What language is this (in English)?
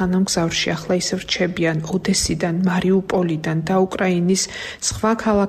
Georgian